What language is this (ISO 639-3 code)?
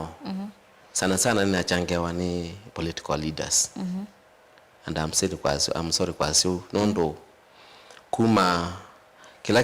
kam